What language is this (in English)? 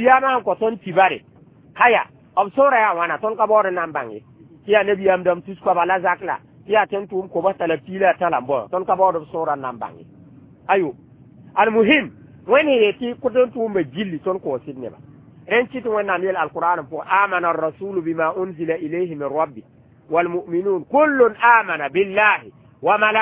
Mossi